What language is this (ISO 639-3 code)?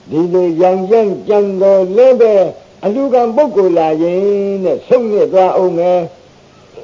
mya